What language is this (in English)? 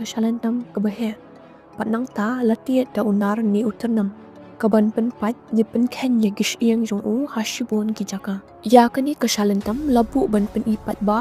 Khasi